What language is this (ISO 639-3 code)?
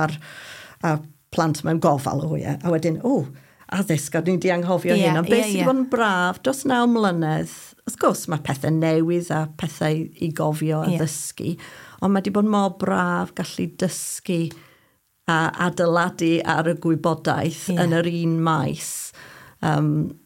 cym